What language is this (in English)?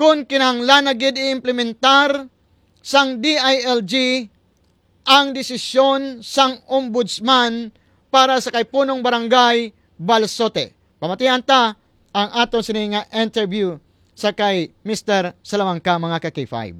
Hiligaynon